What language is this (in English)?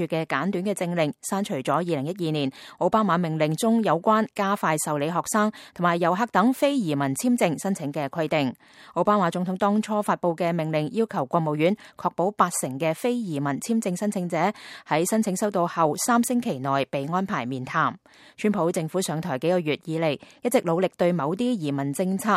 Cantonese